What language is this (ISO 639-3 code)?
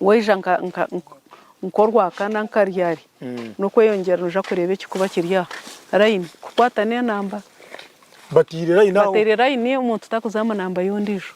nyn